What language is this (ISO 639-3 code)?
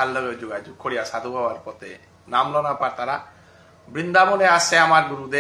bpy